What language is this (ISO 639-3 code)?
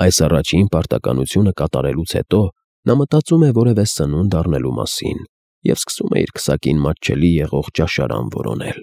hye